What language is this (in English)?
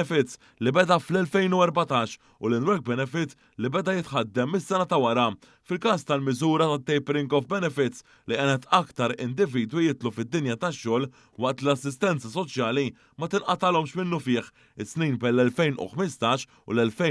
Maltese